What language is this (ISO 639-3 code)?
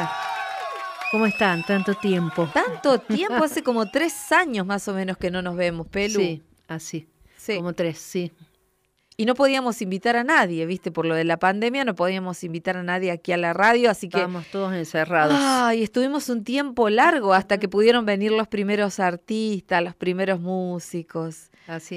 spa